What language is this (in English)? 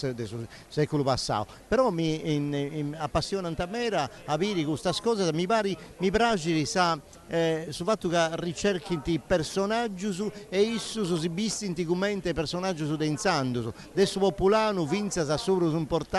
Sardinian